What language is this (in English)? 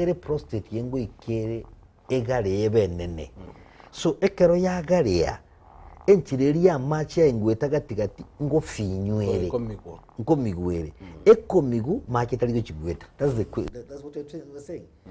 Gusii